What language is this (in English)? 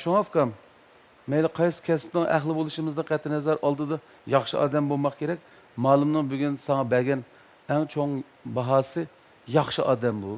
Uyghur